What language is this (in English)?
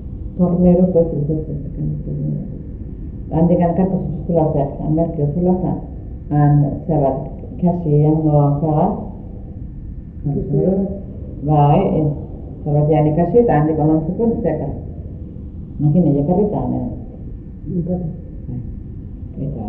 Basque